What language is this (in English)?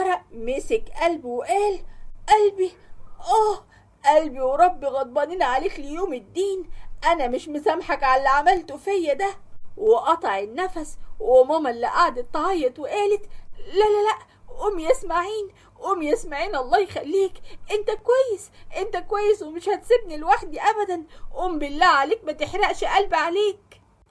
Egyptian Arabic